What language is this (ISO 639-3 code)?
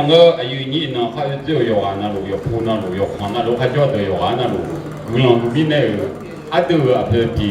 ahk